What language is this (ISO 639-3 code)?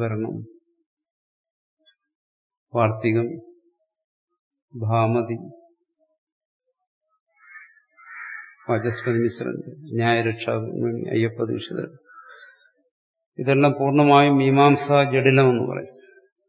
mal